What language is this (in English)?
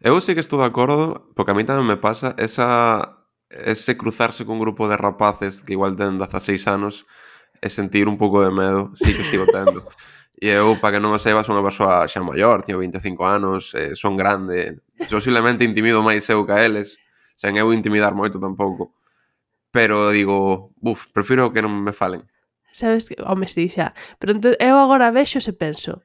Galician